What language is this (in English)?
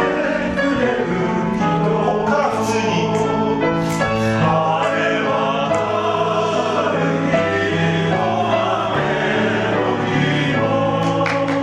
Japanese